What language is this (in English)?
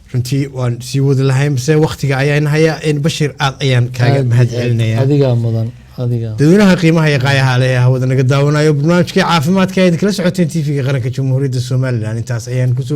Somali